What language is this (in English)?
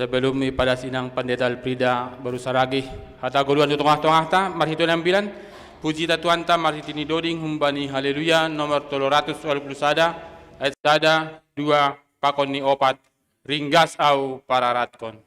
Batak Simalungun